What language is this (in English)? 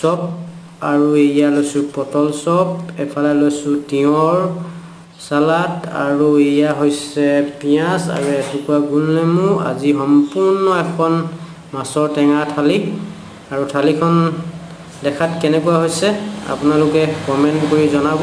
Assamese